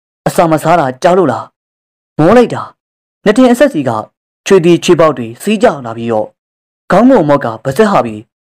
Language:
Burmese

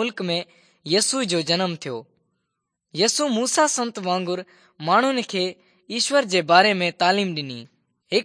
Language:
Sindhi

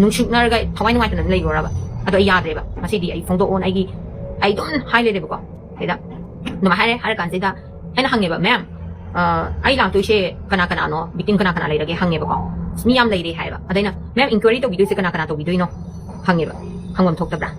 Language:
Manipuri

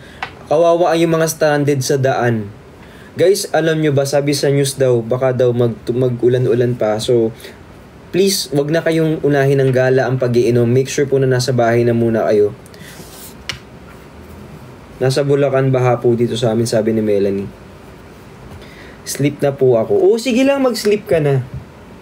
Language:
Filipino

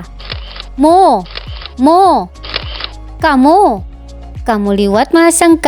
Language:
Waray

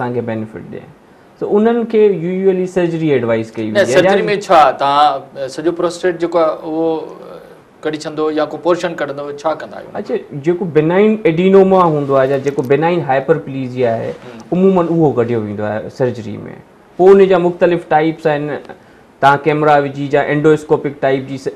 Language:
Sindhi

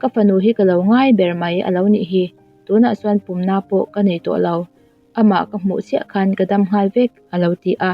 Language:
Mizo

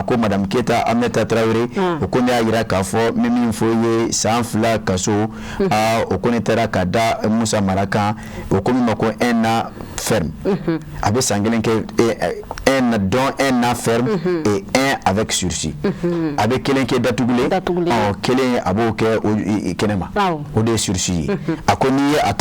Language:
Bambara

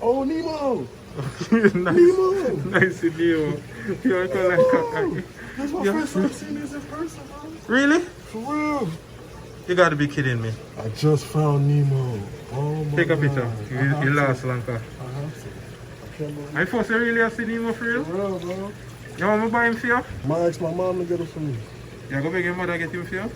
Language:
Jamaican Creole English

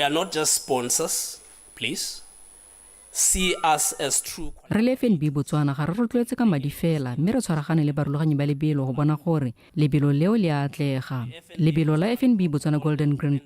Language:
Tswana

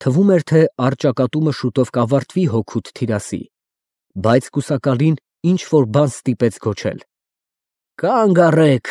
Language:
Armenian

